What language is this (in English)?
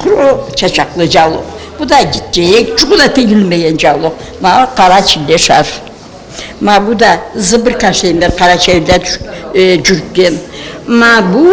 Karachay-Balkar